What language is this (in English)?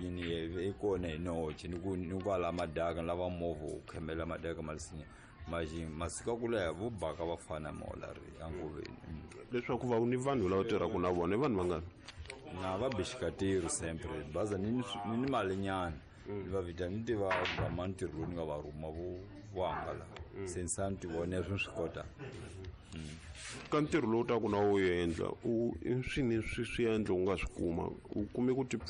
Tsonga